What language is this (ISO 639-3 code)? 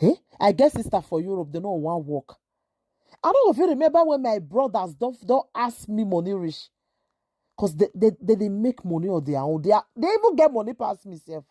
pcm